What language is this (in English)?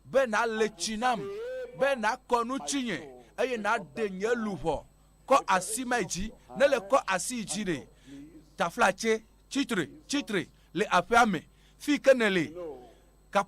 Ewe